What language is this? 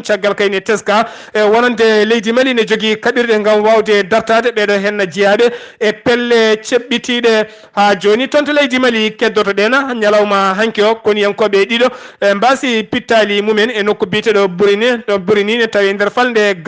Fula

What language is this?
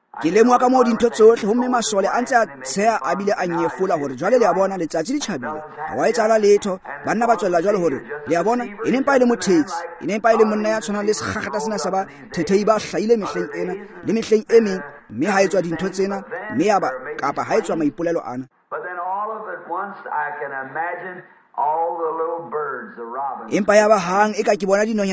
Tswana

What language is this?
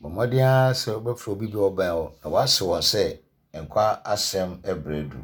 Akan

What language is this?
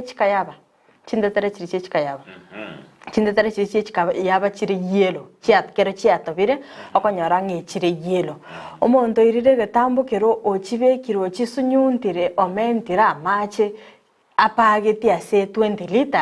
Gusii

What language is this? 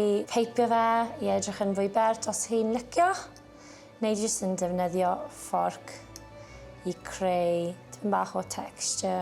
Welsh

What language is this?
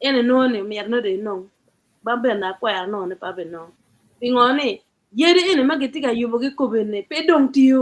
Acoli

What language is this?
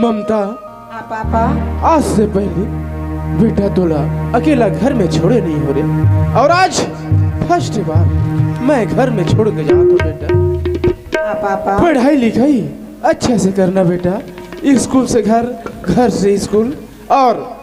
Chhattisgarhi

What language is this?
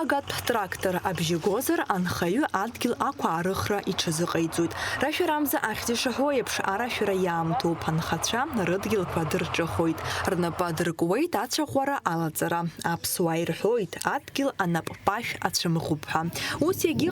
Abkhazian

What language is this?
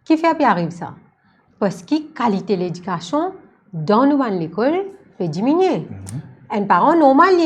Morisyen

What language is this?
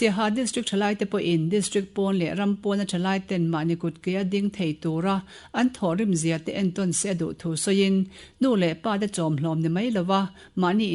Mizo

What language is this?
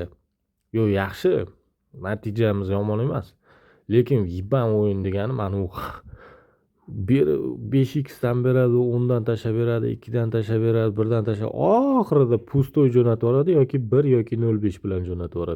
Uzbek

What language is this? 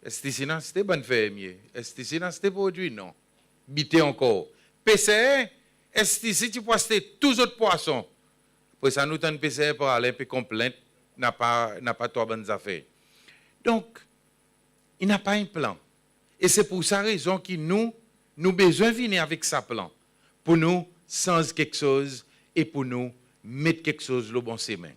Seselwa Creole French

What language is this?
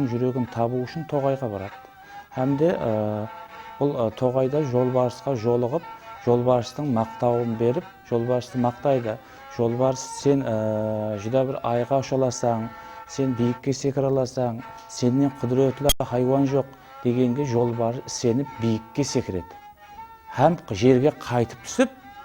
Kara-Kalpak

